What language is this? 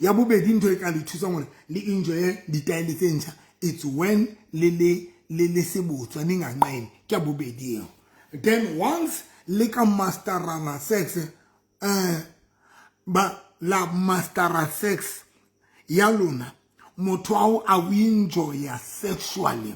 Southern Sotho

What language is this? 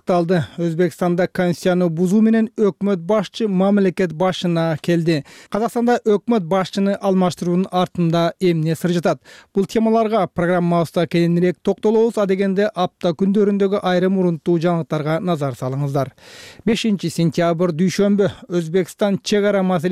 Kyrgyz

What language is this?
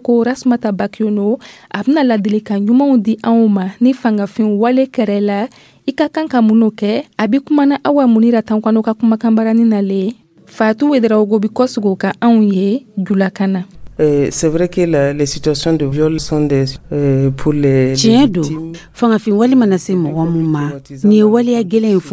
Dyula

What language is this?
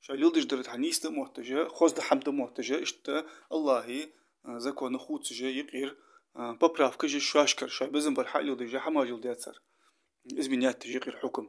Ingush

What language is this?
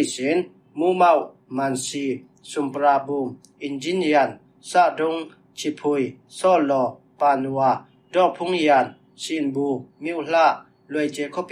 Falam Chin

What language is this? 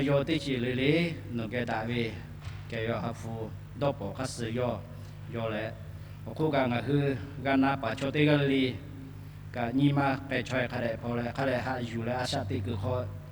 Lahu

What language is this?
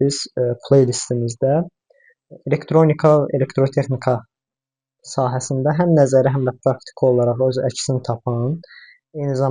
Azerbaijani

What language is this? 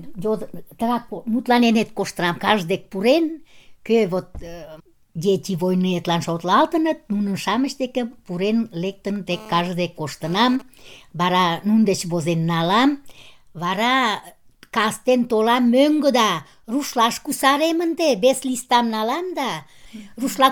Mari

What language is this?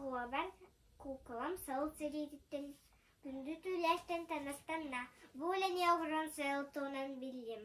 Yakut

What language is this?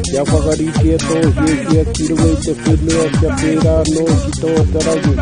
Māori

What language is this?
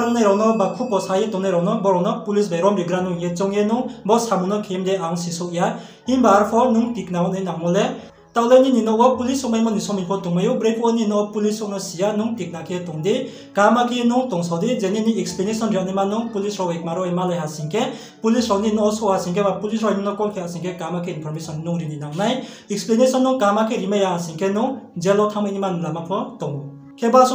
Riang (India)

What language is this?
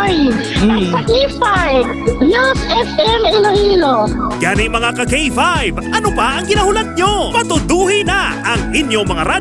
Hiligaynon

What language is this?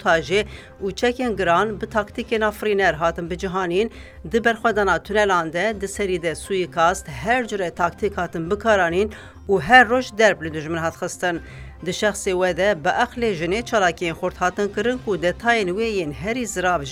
Kurdish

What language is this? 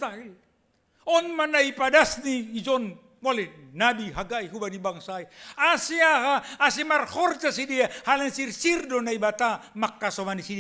Batak Simalungun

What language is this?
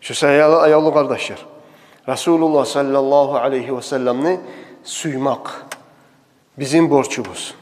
Kumyk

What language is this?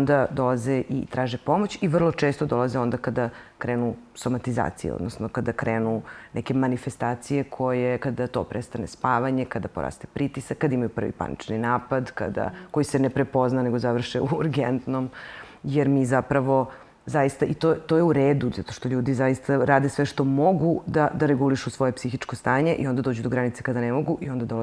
Serbian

